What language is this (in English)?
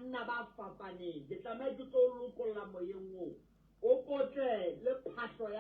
Southern Sotho